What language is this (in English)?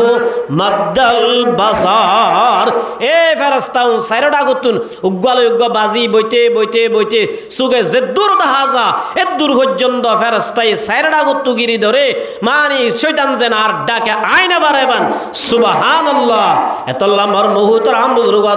Rohingya